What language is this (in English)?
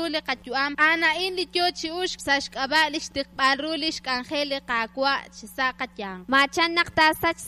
Kekchí